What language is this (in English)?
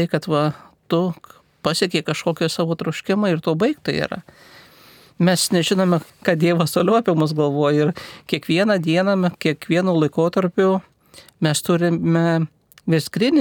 Lithuanian